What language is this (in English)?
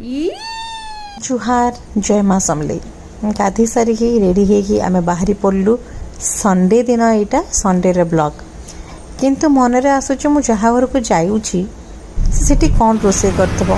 Odia